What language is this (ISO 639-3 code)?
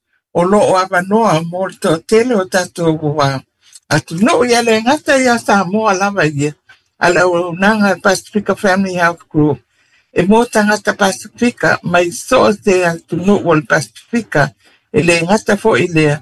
smo